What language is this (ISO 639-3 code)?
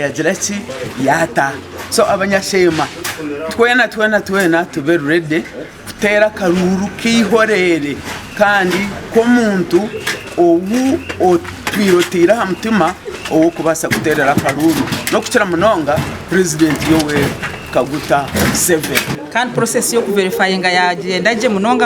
nyn